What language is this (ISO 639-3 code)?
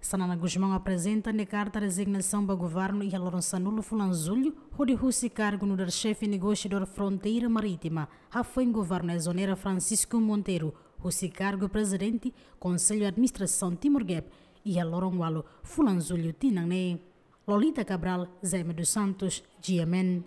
tet